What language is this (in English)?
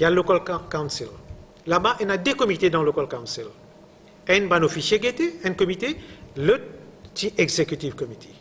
Morisyen